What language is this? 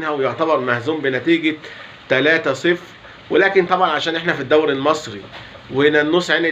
Egyptian Arabic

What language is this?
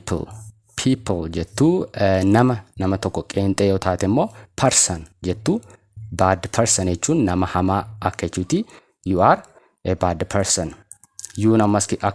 Oromo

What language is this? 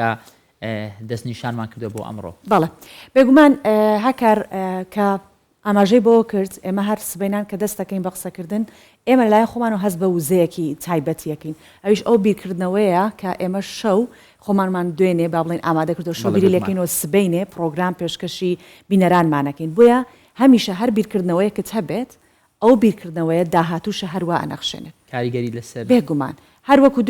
Central Kurdish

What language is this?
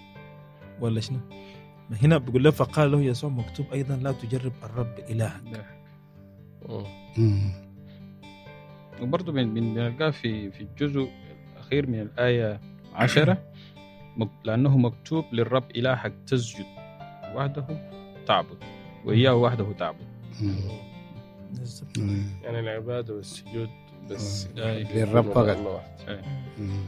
Egyptian Arabic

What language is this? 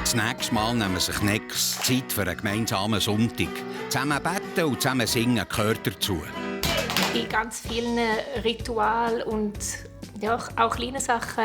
Swiss German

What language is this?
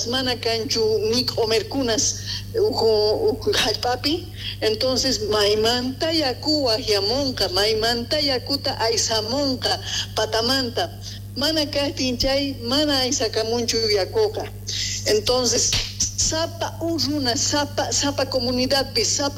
Quechua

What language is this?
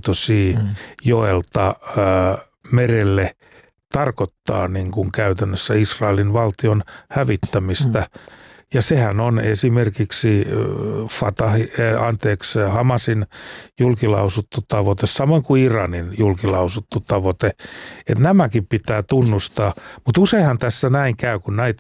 Finnish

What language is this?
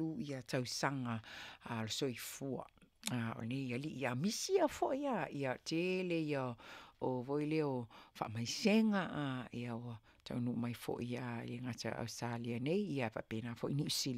Samoan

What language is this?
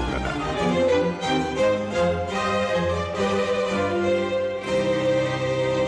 Serbian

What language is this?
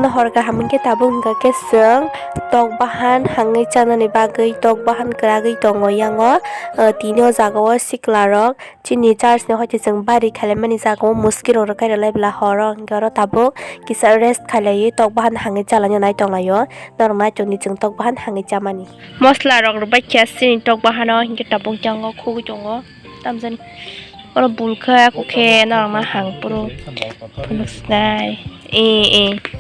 Kok Borok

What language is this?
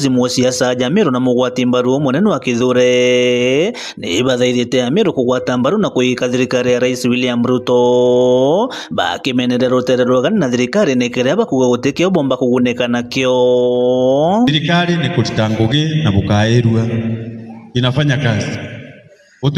Meru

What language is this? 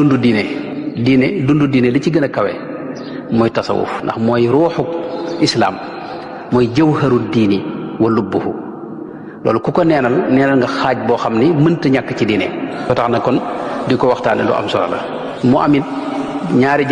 Wolof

